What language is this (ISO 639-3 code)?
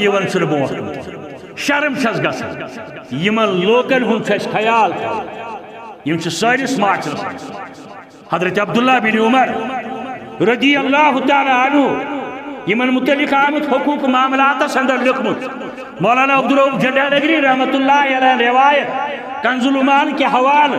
kas